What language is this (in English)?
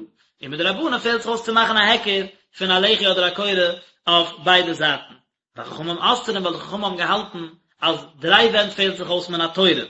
Yiddish